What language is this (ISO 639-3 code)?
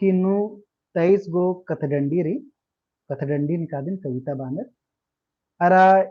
kru